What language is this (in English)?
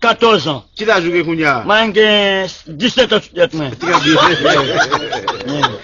Haitian Creole